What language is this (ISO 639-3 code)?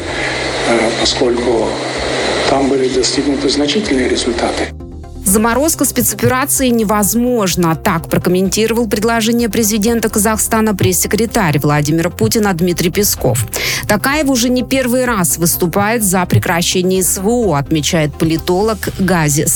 rus